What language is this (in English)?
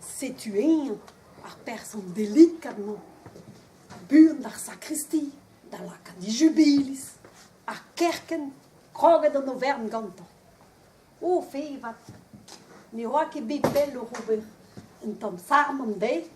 Breton